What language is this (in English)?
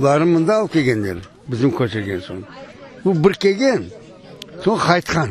Crimean Tatar